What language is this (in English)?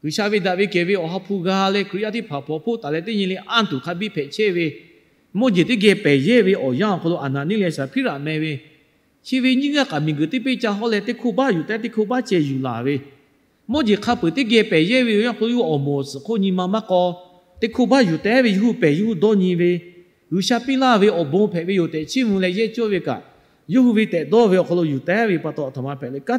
Lahu